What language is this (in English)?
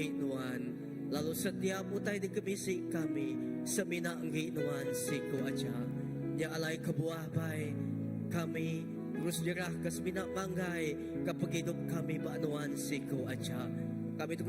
Iban